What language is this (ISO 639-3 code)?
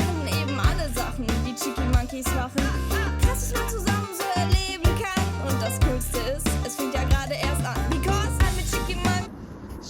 gsw